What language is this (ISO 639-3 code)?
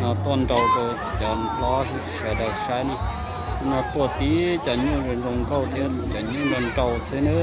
hmn